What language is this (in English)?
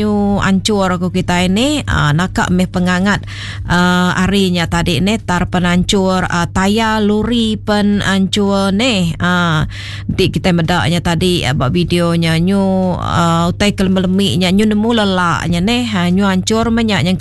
Iban